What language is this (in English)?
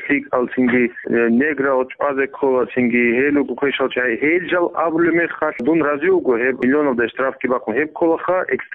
Avaric